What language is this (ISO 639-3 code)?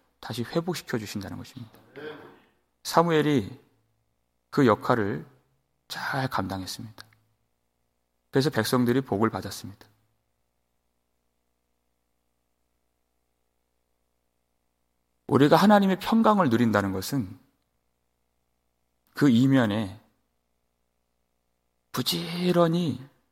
kor